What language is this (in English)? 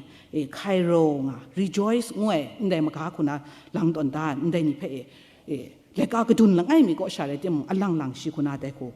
Kachin